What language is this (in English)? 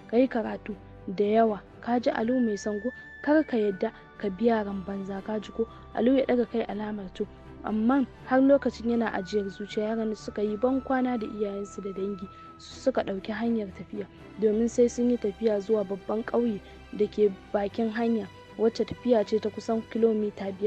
Hausa